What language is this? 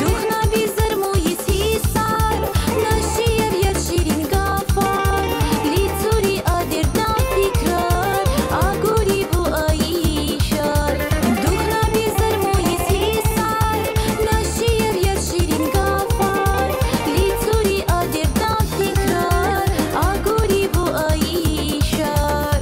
Tabassaran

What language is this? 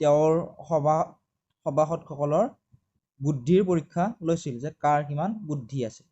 Assamese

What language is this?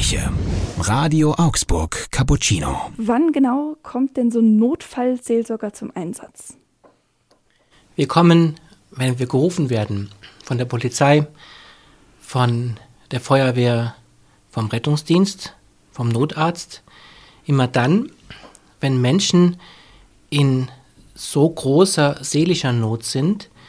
German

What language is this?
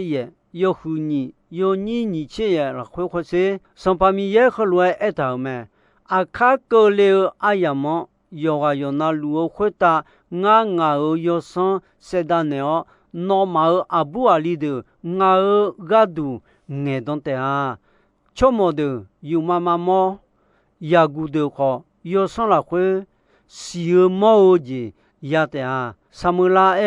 Akha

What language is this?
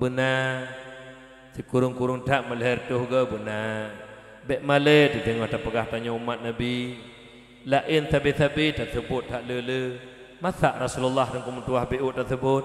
Achinese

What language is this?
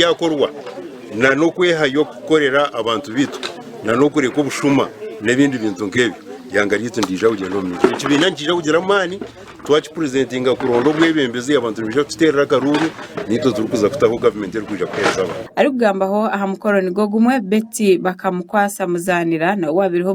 Nyankole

